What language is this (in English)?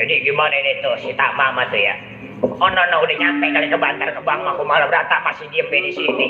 Betawi